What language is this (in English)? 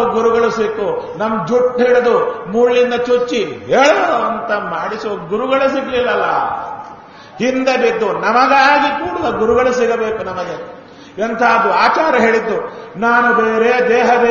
Kannada